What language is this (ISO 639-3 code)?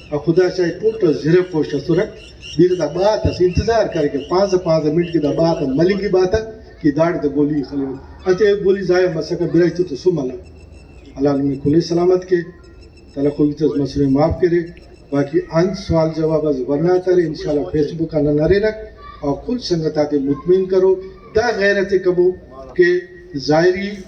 brh